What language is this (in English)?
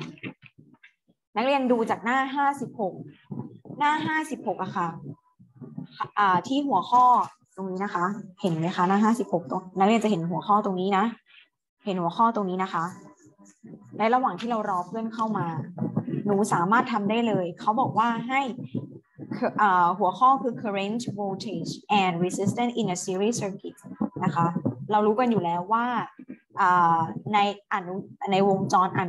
Thai